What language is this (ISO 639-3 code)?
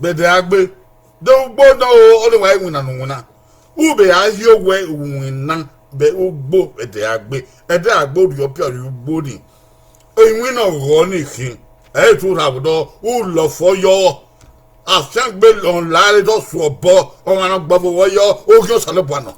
bin